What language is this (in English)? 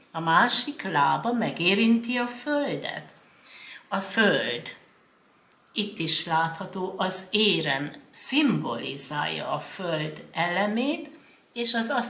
Hungarian